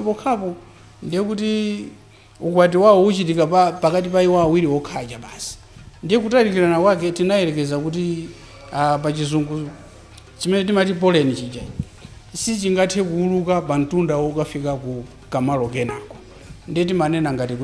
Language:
Nyanja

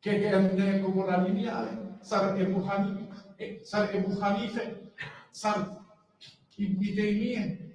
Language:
Balkan Romani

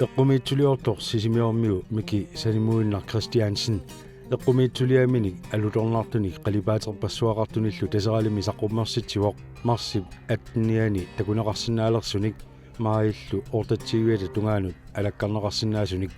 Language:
Kalaallisut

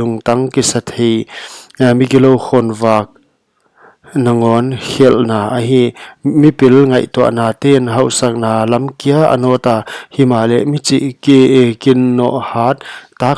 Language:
Paite Chin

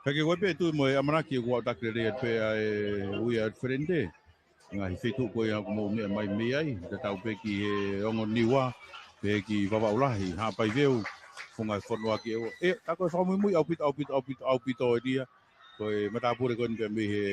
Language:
Tongan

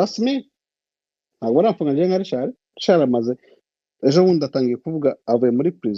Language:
Kinyarwanda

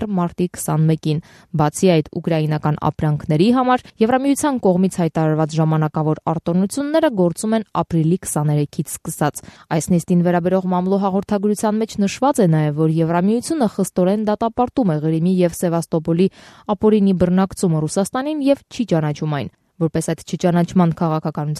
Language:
Armenian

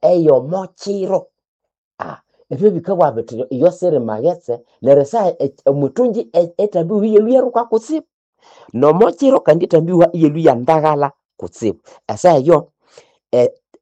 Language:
Nande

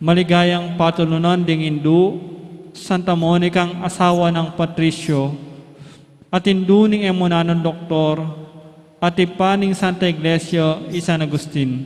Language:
Pampanga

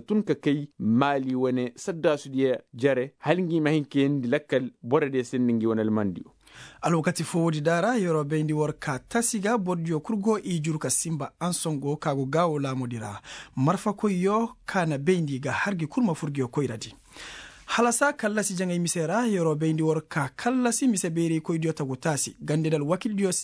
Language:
Koyraboro Senni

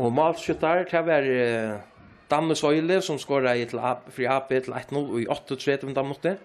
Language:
Faroese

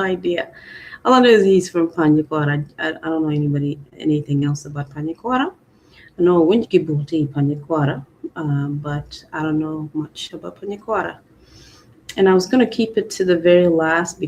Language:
Acoli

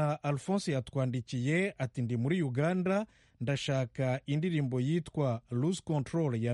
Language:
Kinyarwanda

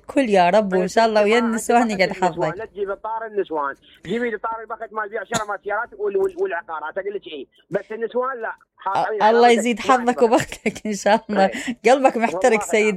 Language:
Mesopotamian Arabic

